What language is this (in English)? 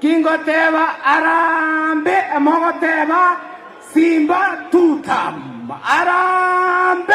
Gusii